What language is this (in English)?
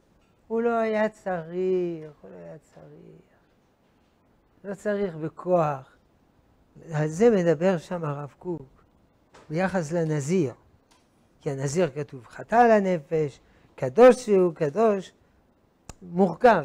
Hebrew